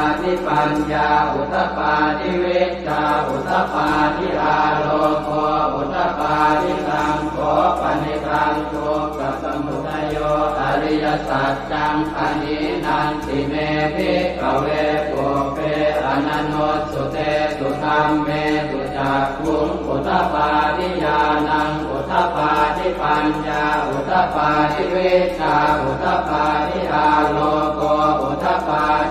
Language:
Pali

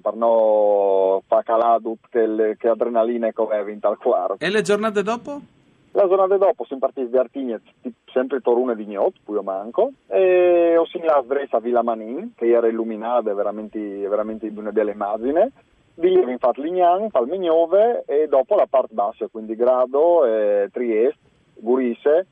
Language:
Friulian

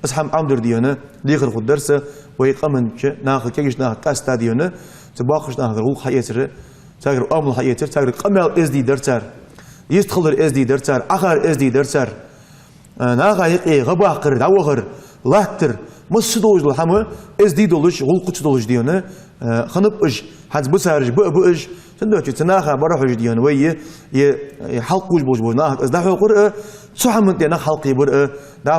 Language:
Ingush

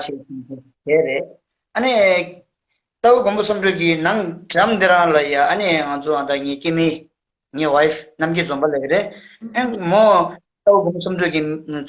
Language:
Tibetan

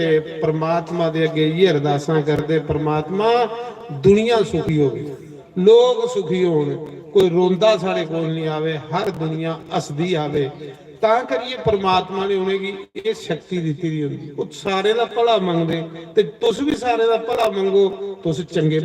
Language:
Dogri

